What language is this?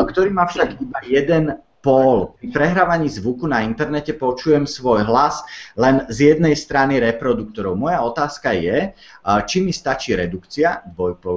Slovak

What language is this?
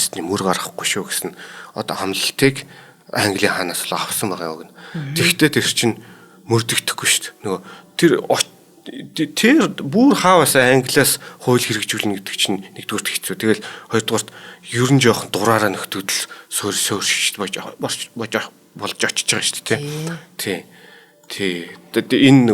Mongolian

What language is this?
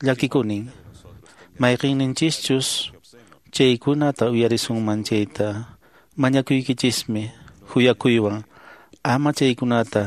Quechua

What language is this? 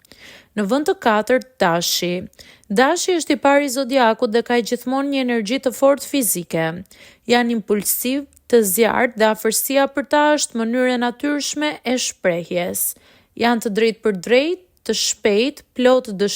Albanian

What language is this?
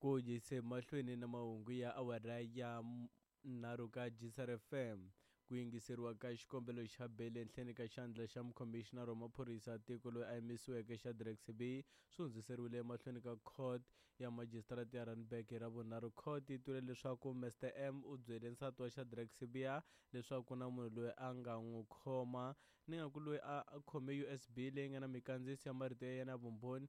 Tsonga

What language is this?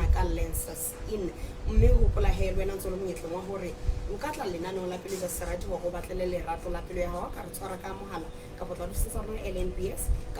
Southern Sotho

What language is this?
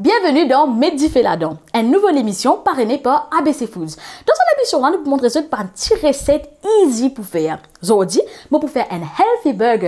Morisyen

